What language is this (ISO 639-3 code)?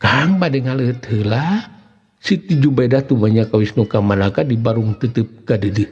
sun